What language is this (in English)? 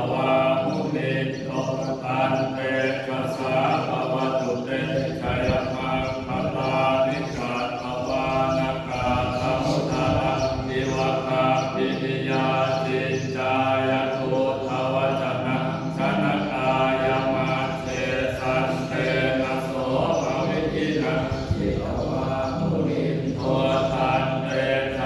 Pali